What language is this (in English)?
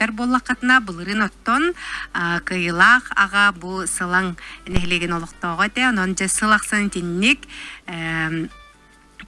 Yakut